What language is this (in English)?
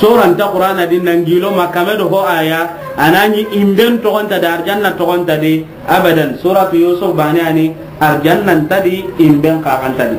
Soninke